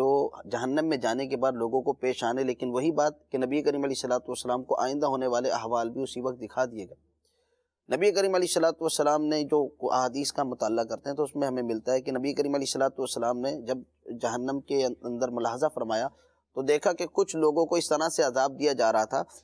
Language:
Urdu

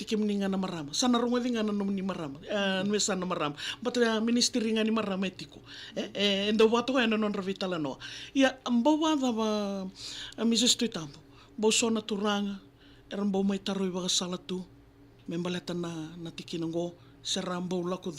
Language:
Fijian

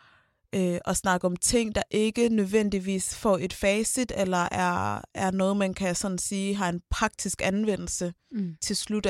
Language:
Danish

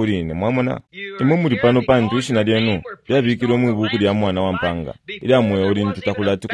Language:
Bemba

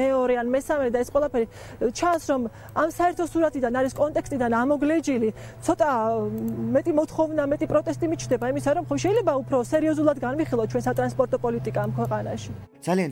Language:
Georgian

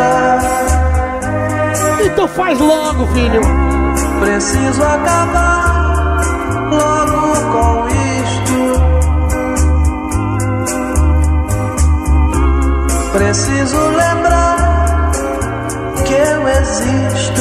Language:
Portuguese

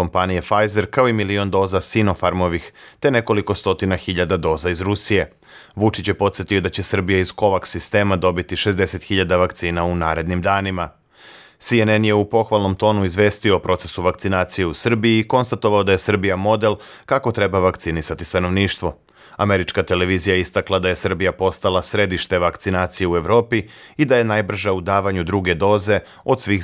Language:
Serbian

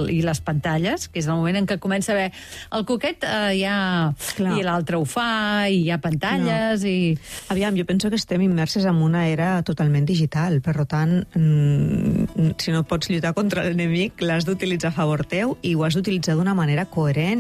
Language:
Catalan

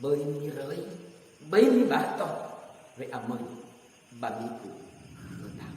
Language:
Nias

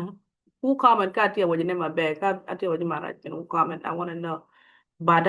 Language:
Acoli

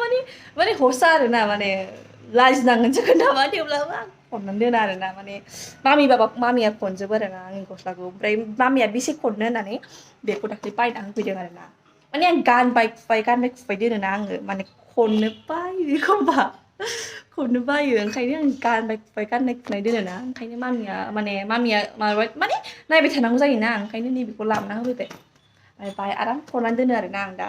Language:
Bodo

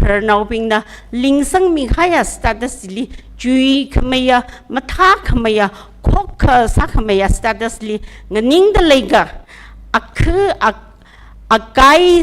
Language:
Tangkhul Naga (India)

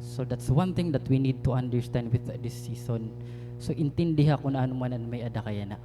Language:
Waray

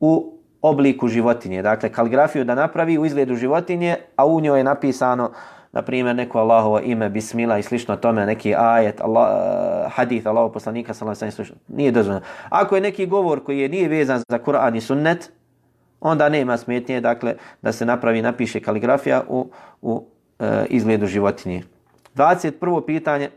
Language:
Bosnian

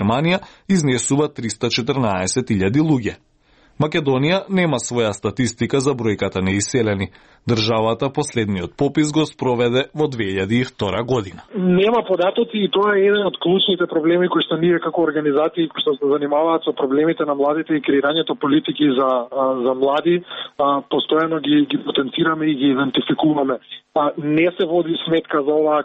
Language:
Macedonian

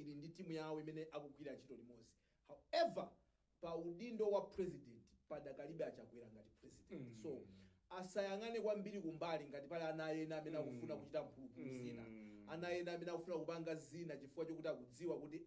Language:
Nyanja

